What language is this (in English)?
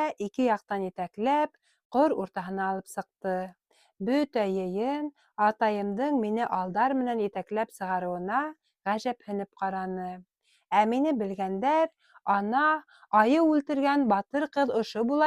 Bashkir